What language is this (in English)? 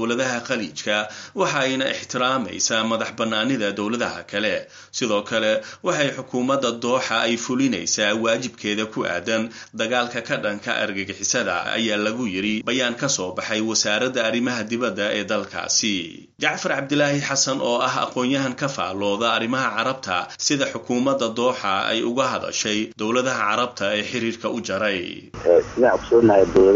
Somali